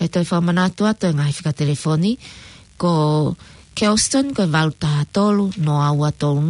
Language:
Tongan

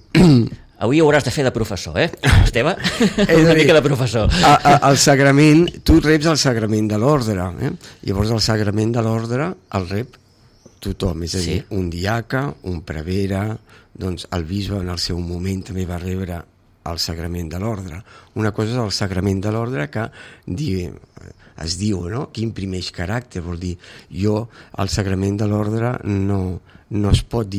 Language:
Catalan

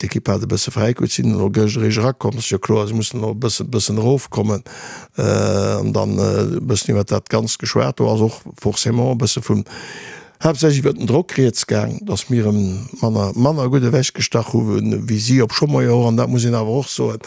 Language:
Luxembourgish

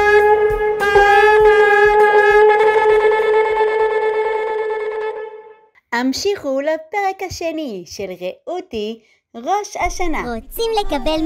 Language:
Hebrew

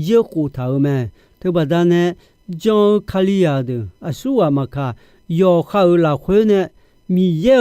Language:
Akha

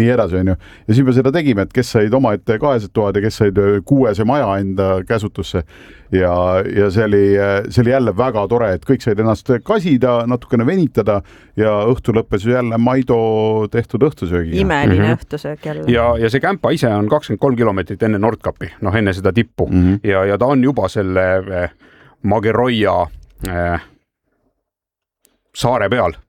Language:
Estonian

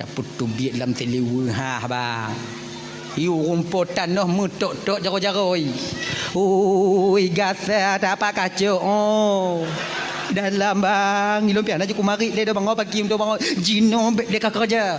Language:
Achinese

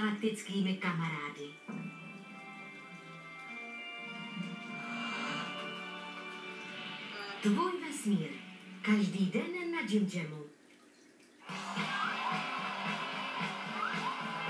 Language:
Czech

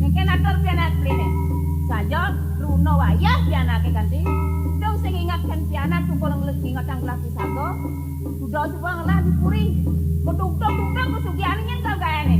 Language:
Balinese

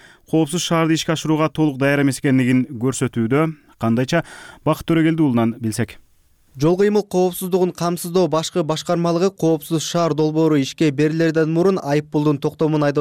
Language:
Kyrgyz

